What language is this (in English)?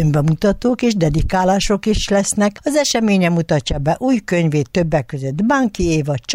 Hungarian